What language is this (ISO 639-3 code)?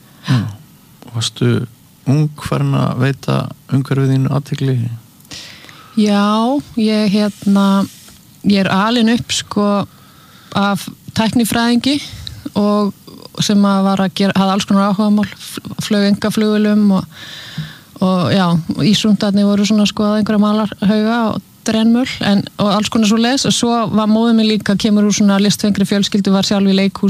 isl